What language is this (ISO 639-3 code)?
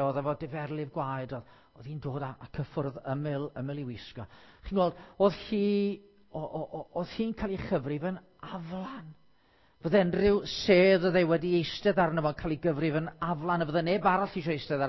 cym